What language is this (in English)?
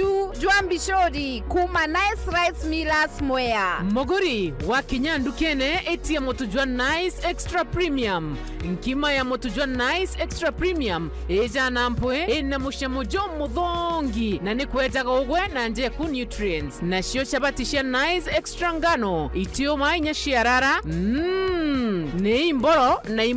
Meru